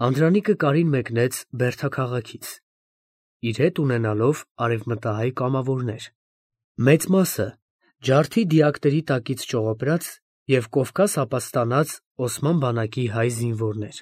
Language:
Armenian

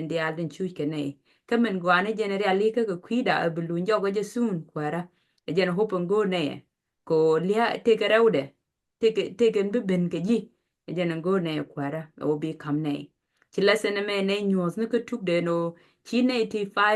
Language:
Nuer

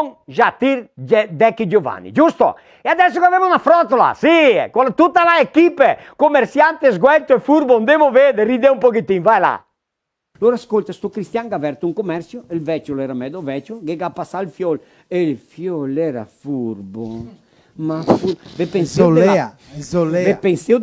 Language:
Venetian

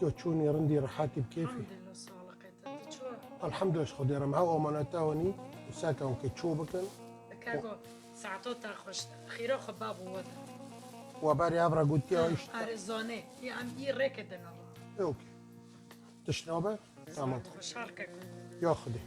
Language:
Kurdish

